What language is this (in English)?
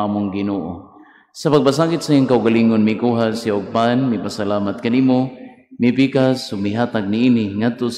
Cebuano